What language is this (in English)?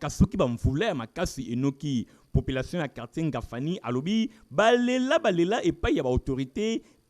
Lingala